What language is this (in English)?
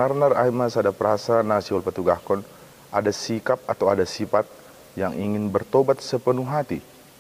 Batak Simalungun